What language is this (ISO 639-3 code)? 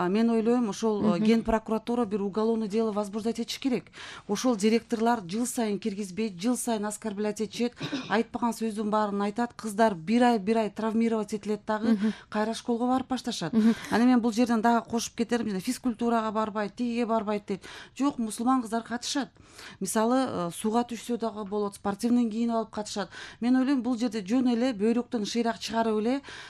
kir